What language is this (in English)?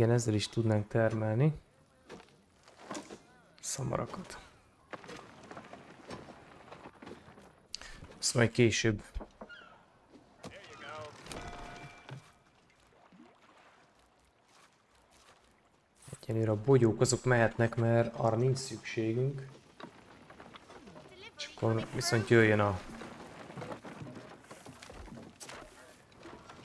Hungarian